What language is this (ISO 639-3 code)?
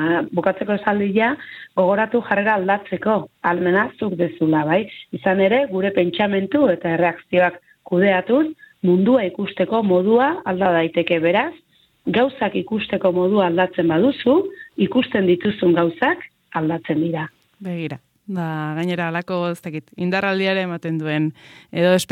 eus